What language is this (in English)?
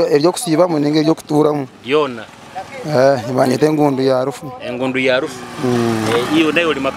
Nyoro